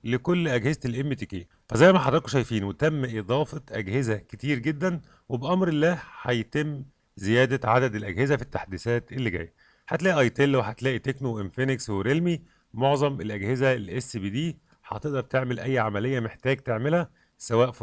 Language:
Egyptian Arabic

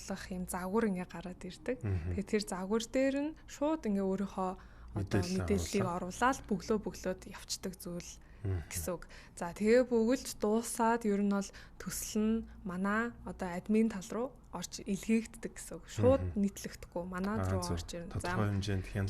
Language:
Mongolian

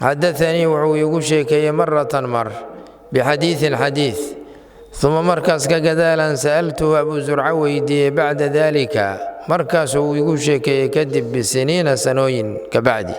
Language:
Somali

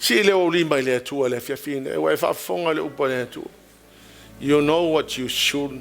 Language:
Samoan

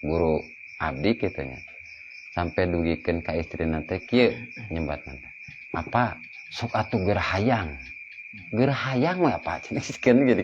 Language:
Sundanese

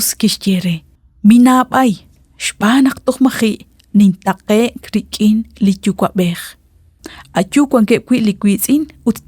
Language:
Kekchí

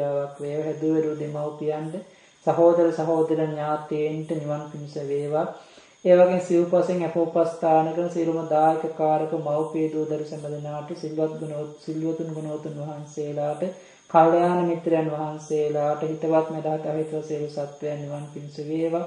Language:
Sinhala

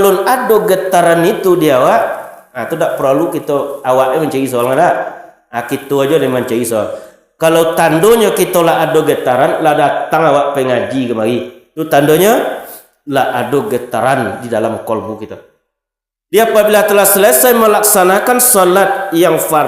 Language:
Minangkabau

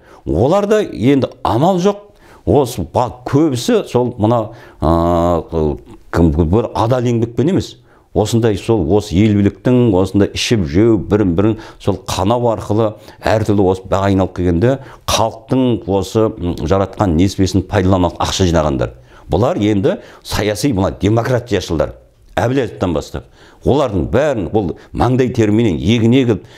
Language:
Kazakh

